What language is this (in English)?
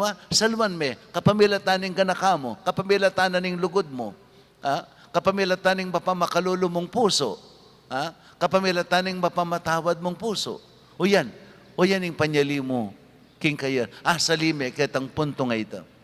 Pampanga